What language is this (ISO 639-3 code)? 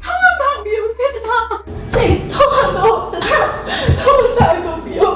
mni